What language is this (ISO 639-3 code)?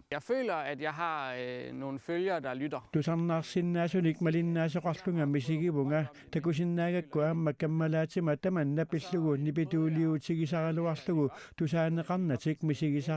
kal